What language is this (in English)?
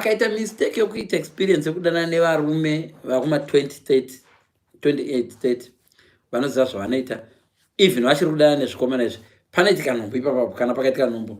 Shona